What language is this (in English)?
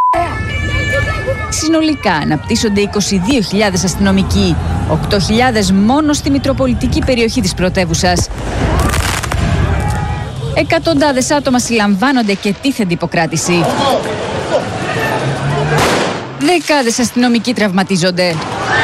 Greek